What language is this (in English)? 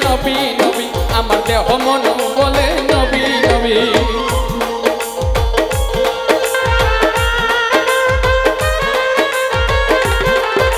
Bangla